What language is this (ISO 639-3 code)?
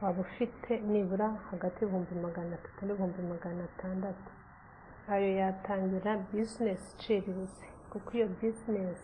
kin